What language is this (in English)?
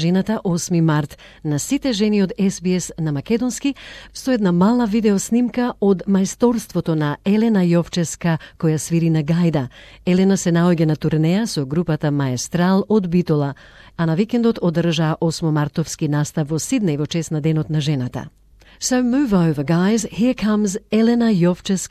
Macedonian